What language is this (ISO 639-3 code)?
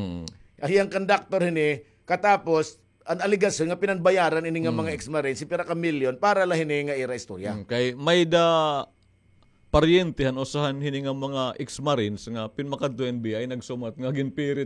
war